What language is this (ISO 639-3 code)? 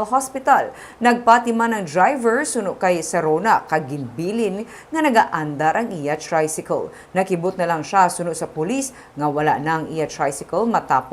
hil